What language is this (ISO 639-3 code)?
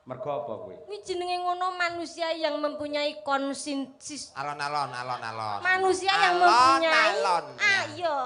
jav